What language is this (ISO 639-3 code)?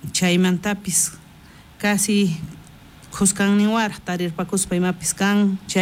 quh